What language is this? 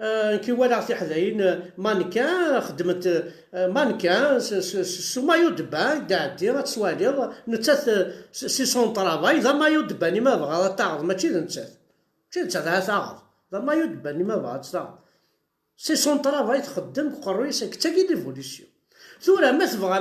Kabyle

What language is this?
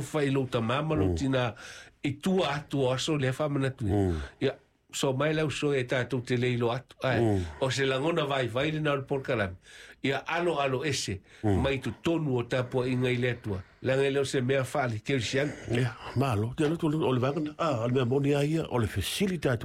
Samoan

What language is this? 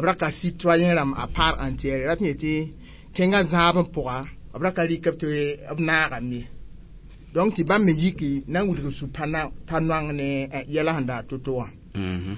Mossi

